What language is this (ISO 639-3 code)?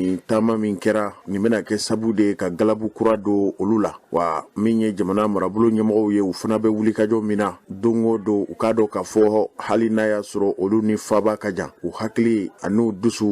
bam